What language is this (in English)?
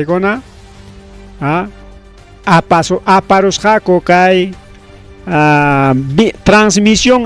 Ayacucho Quechua